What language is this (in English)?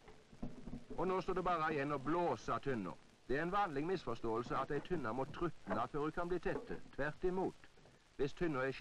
Norwegian